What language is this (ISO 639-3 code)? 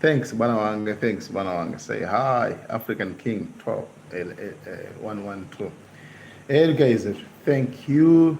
nya